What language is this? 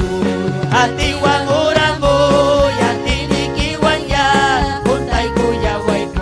Ayacucho Quechua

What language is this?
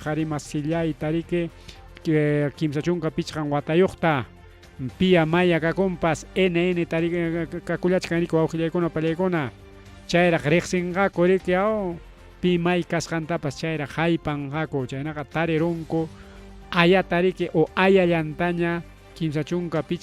Ayacucho Quechua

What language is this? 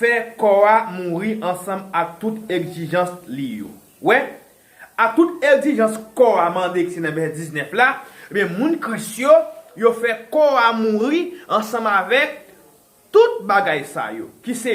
Haitian Creole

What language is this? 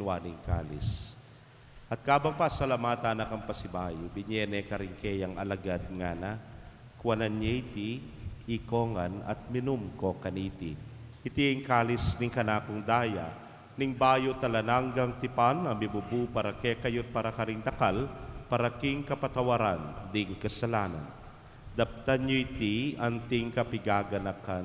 Pampanga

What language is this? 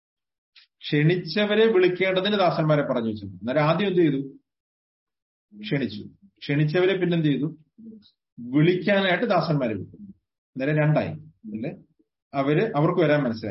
Malayalam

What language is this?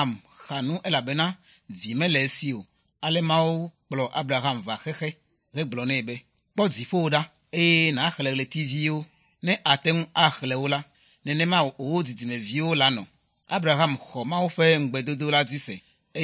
Ewe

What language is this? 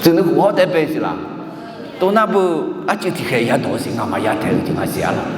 Akha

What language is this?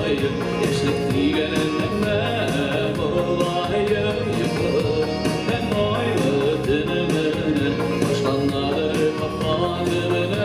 Bashkir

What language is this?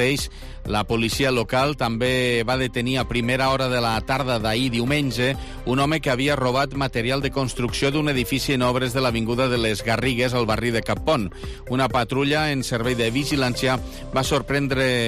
Catalan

